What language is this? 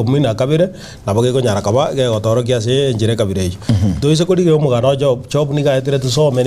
Gusii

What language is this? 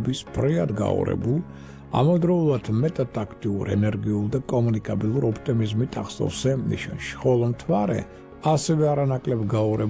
Georgian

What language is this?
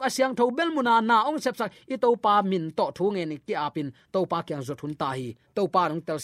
Tedim Chin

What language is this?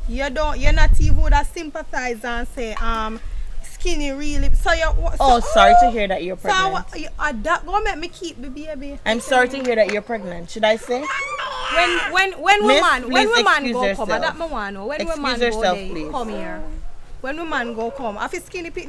Jamaican Creole English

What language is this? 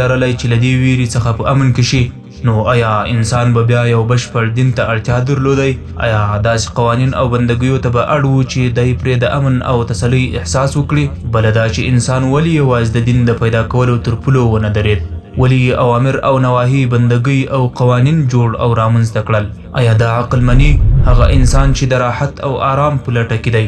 Pashto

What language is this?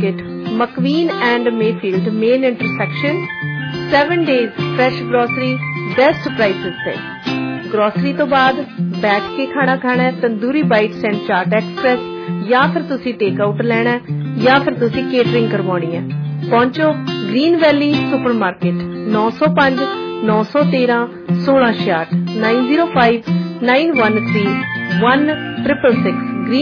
Punjabi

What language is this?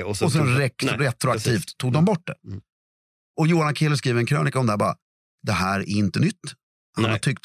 Swedish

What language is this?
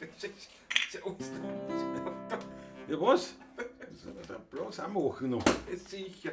Bavarian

